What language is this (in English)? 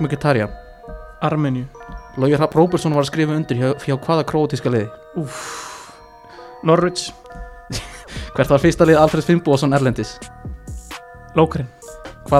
Icelandic